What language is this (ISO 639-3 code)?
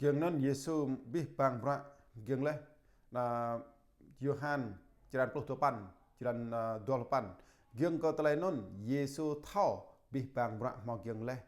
jra